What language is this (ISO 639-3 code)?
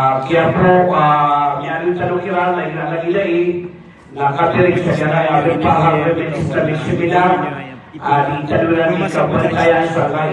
mrw